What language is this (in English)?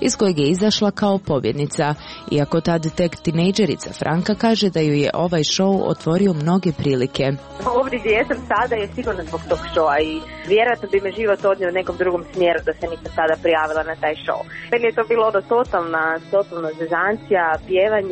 Croatian